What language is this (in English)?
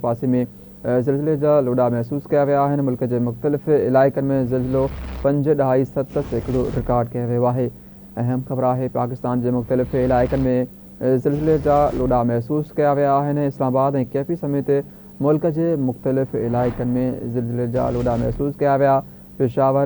Sindhi